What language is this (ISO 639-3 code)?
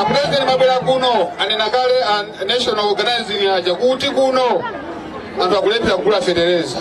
nya